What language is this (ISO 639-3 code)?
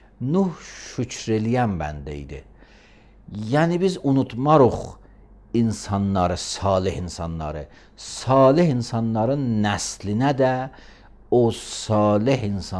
aze